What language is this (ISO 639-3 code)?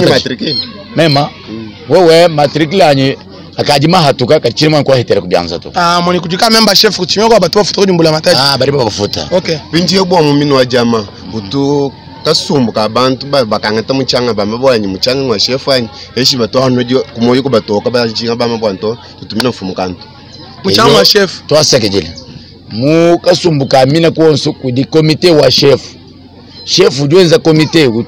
lua